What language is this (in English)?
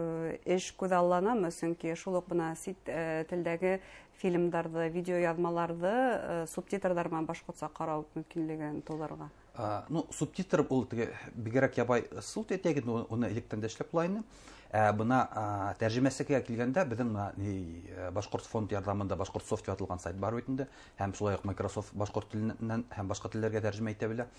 Bashkir